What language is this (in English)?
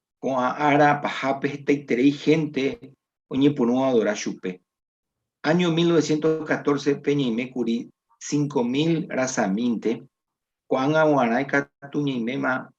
Guarani